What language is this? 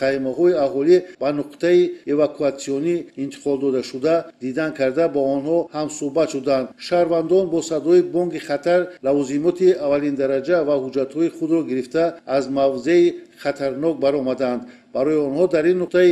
Tajik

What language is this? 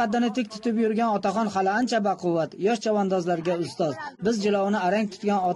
Uzbek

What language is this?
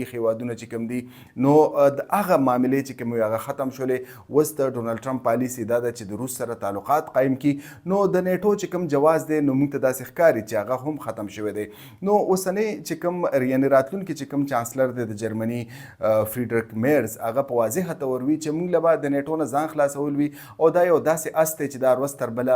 Pashto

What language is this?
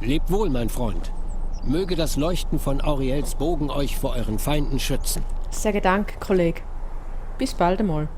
Swiss German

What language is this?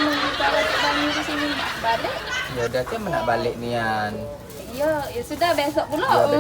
Musi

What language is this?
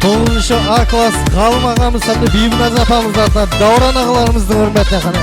Kara-Kalpak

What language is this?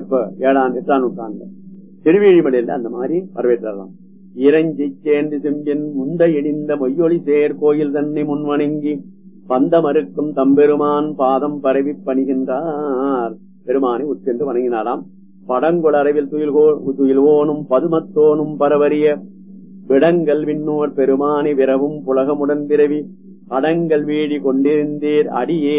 Tamil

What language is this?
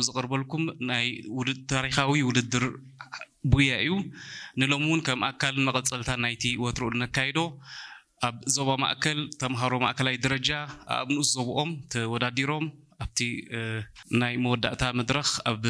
Tigrinya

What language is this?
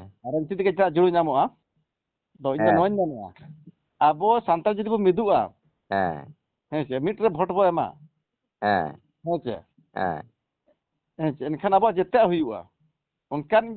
Santali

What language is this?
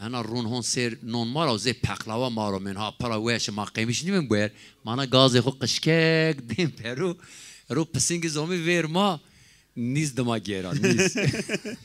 Zaza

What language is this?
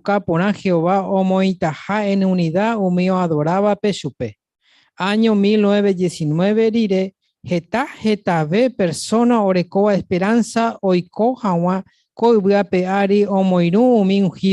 Guarani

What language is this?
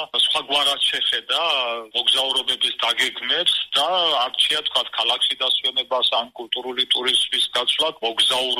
Georgian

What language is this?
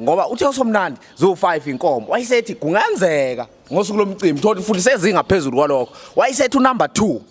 Zulu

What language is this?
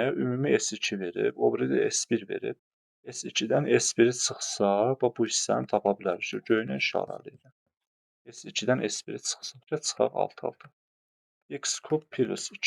Azerbaijani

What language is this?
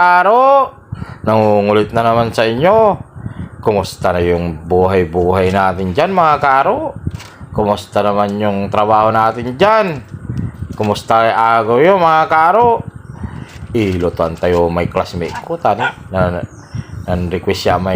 Pangasinan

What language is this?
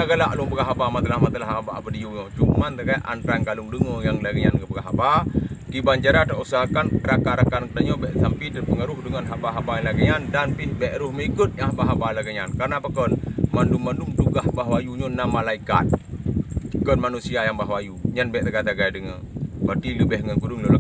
Achinese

